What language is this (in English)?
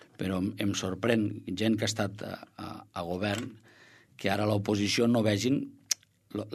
Catalan